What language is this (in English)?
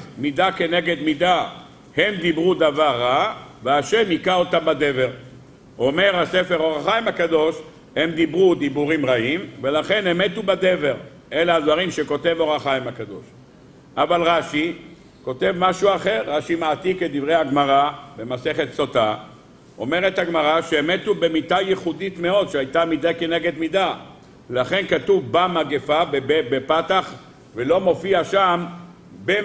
Hebrew